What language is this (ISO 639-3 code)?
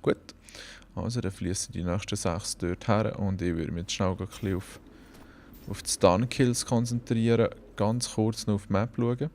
gsw